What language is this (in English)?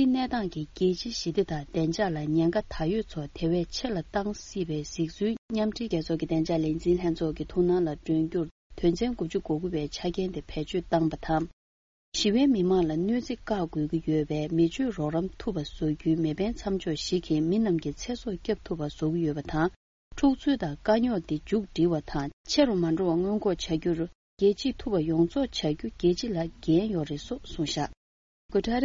Tibetan